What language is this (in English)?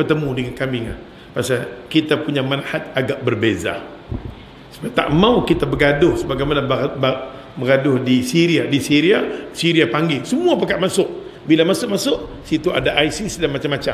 Malay